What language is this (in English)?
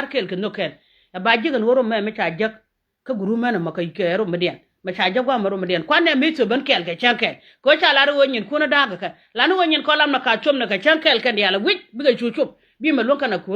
Nuer